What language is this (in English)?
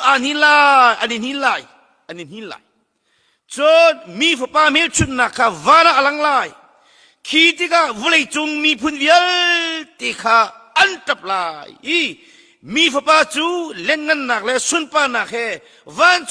Hakha Chin